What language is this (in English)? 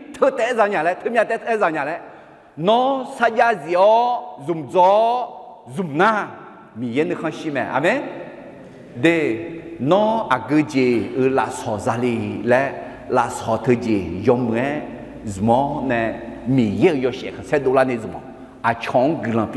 Akha